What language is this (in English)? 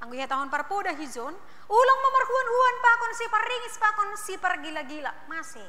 Batak Simalungun